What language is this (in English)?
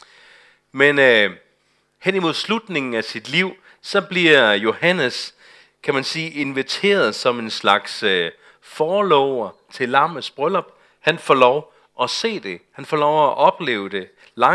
Danish